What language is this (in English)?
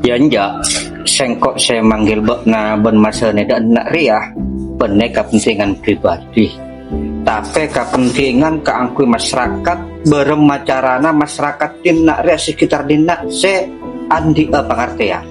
Madurese